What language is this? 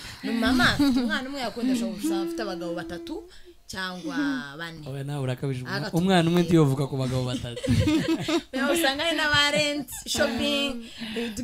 Kinyarwanda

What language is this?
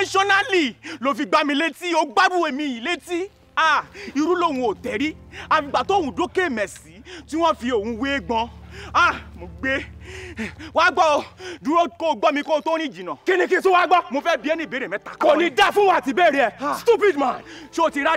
Yoruba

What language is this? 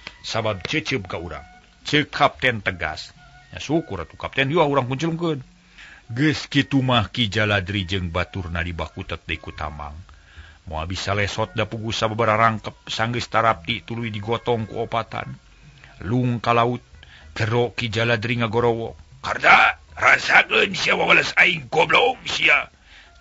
Sundanese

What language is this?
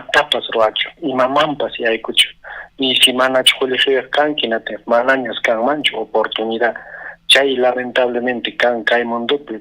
Ayacucho Quechua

